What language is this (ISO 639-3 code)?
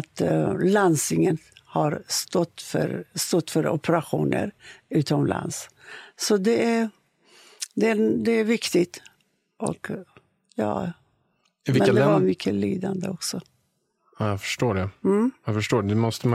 swe